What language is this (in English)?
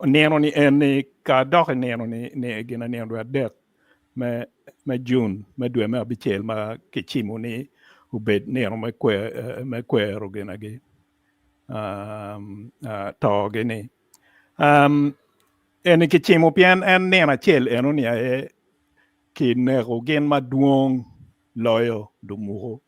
Acoli